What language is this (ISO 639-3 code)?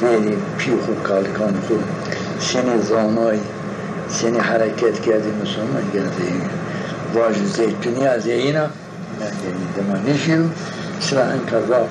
zza